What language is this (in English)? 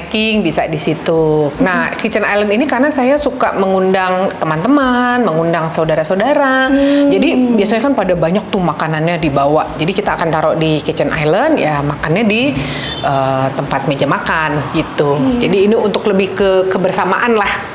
Indonesian